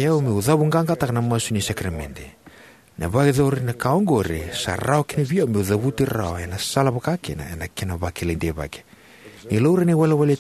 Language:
Fijian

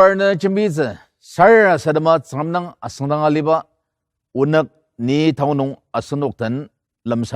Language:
Ao Naga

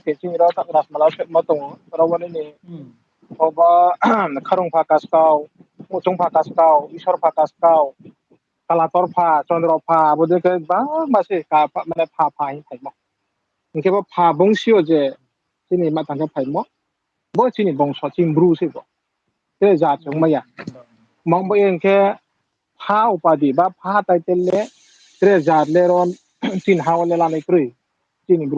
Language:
Riang (India)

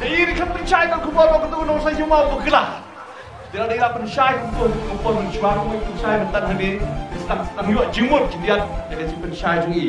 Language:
Khasi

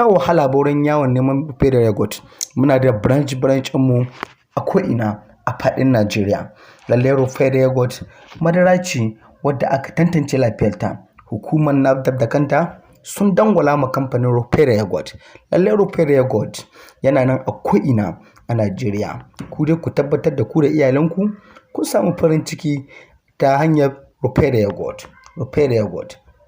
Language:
Hausa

